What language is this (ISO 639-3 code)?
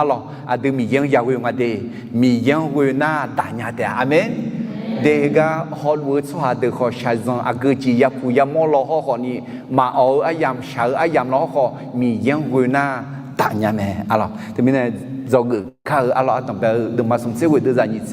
ahk